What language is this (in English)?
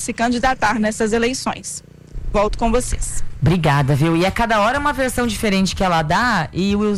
Portuguese